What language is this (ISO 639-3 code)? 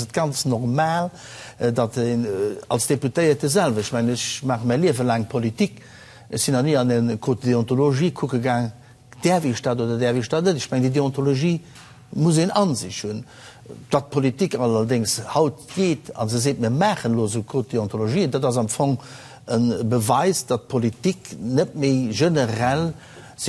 ltz